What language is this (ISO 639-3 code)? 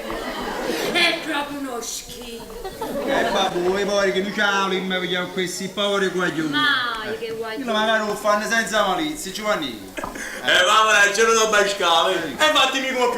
nap